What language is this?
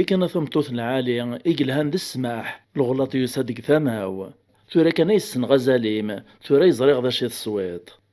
Kabyle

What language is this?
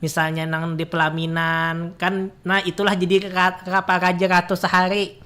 Banjar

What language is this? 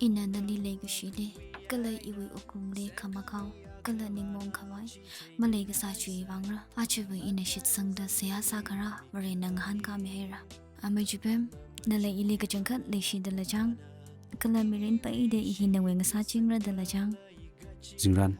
Tangkhul Naga (India)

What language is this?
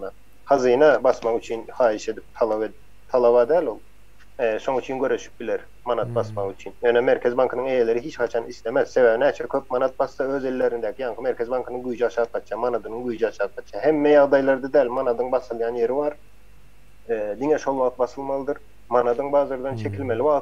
Turkmen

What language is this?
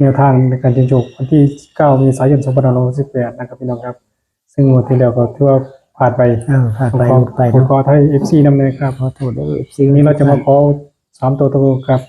Northeastern Thai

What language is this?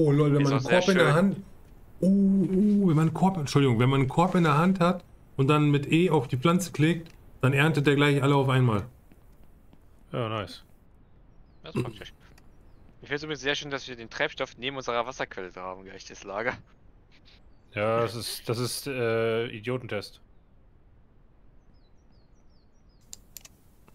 German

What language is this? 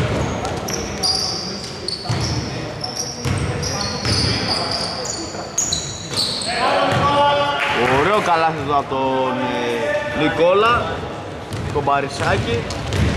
Greek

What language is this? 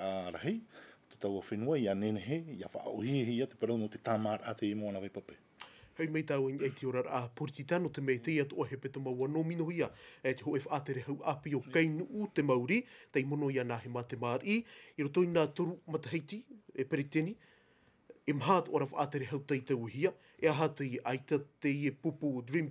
Tahitian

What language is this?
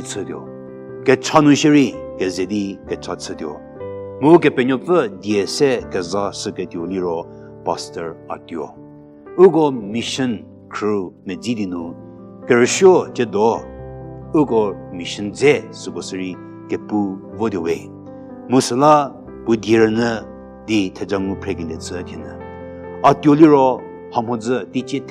Angami Naga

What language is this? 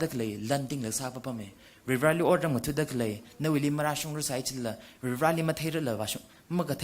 Tangkhul Naga (India)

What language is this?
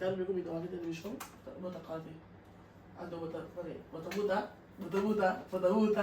Papiamento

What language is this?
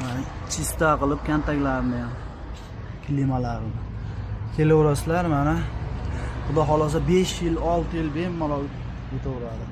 Uzbek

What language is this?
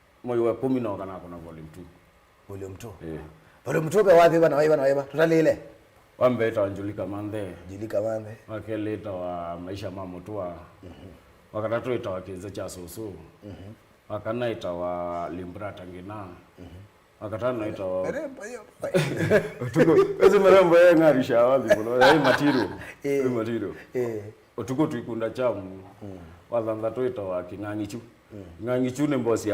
Kamba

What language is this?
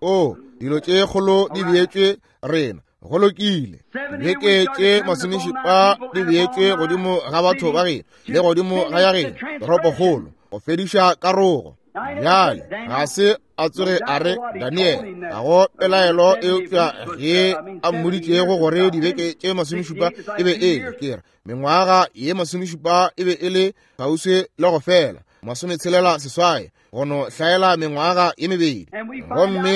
Northern Sotho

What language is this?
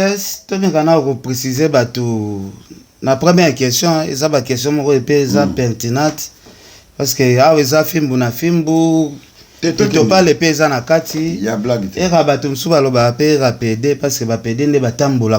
Lingala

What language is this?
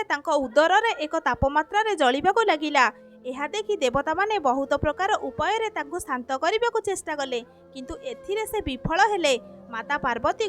Odia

